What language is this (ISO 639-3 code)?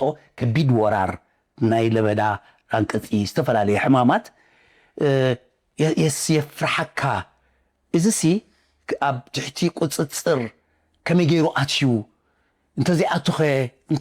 tir